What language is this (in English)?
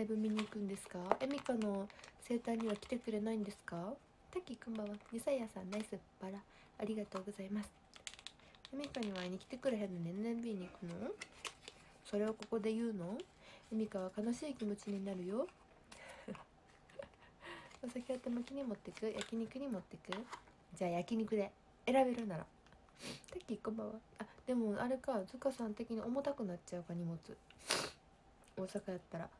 Japanese